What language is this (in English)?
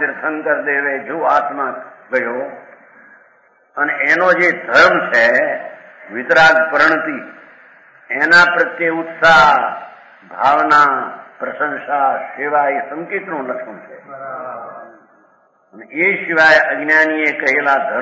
Gujarati